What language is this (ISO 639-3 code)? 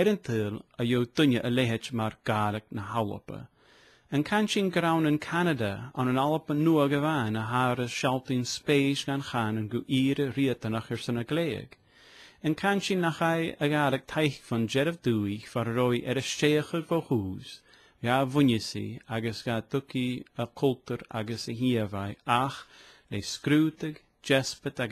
gla